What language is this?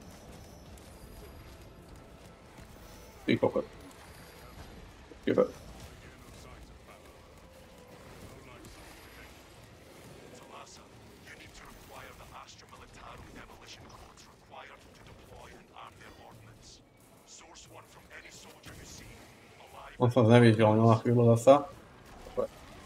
Slovak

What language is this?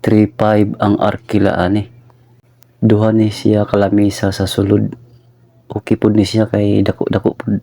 Cebuano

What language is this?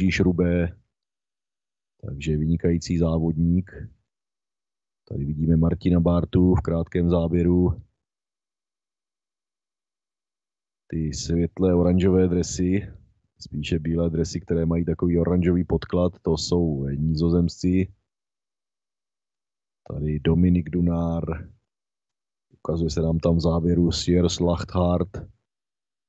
Czech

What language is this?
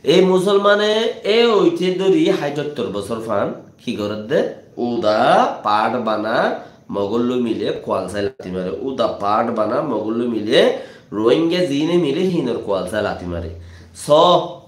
Rohingya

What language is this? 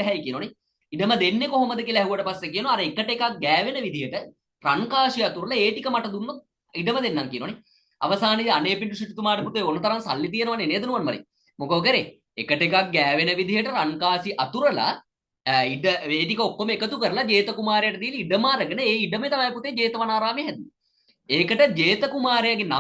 Sinhala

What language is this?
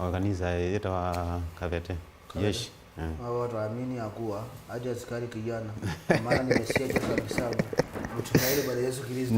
Kamba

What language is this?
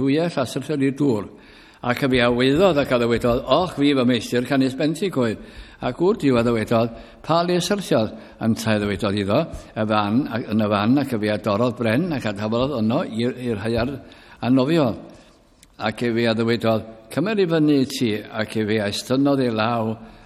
Welsh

